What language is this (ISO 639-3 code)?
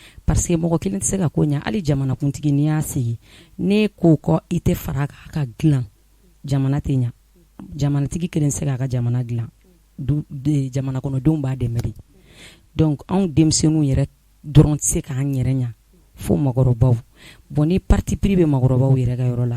bam